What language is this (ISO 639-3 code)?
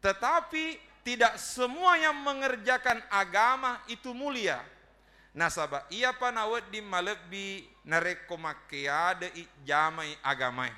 bug